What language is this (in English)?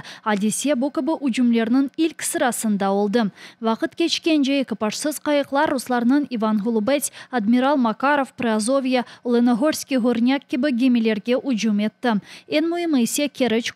Crimean Tatar